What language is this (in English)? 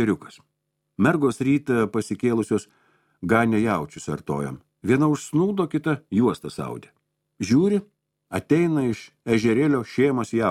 Lithuanian